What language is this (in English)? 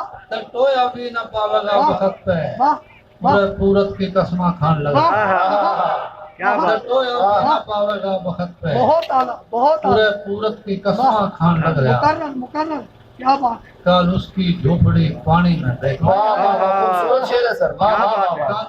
Haryanvi